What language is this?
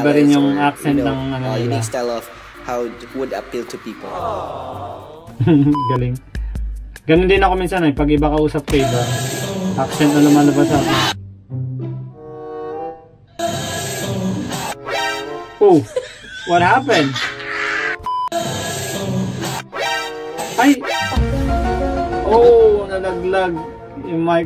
Filipino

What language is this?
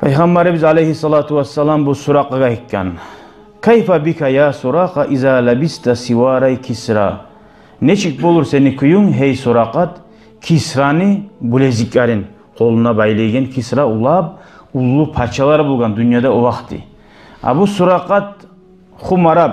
Kumyk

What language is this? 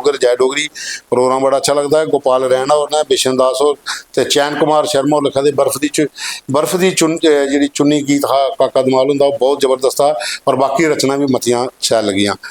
Dogri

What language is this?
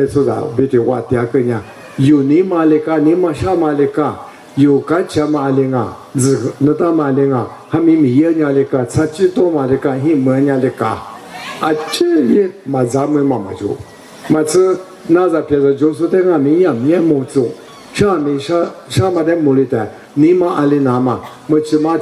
Lisu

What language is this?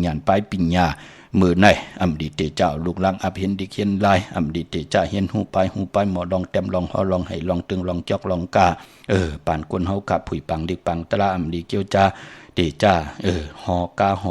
Shan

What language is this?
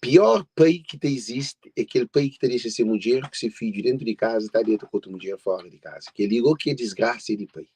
Kabuverdianu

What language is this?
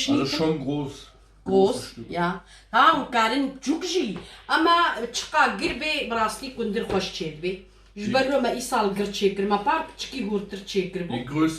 Kurdish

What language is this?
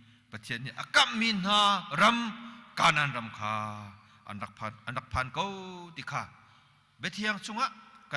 Hakha Chin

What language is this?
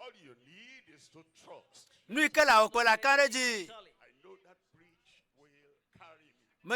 Ewe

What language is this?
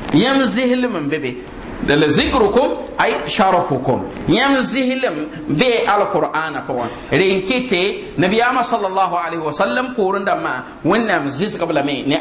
Mossi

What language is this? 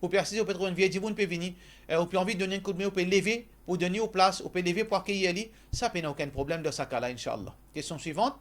Morisyen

